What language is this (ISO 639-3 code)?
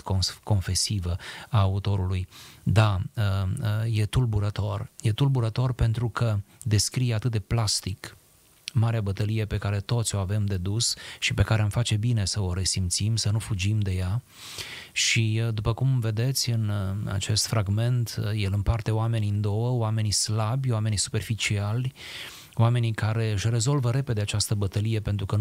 ron